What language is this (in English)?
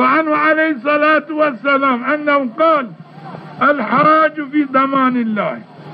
Zaza